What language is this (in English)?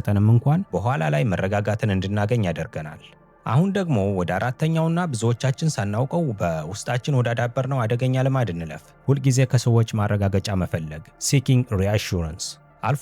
Amharic